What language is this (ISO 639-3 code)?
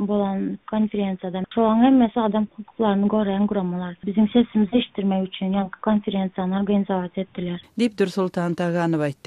tuk